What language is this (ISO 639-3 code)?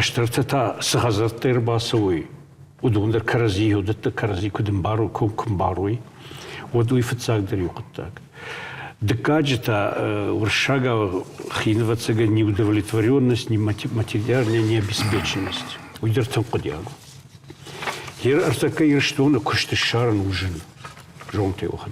oss